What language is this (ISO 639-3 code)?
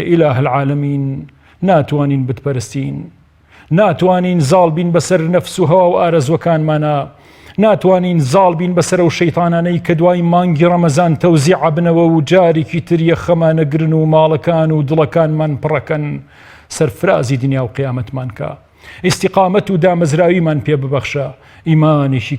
ckb